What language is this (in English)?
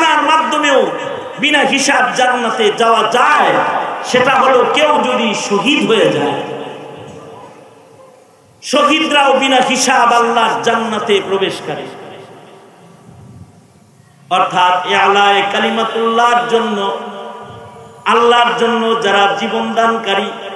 Bangla